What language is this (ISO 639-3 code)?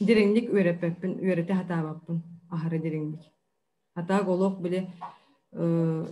sah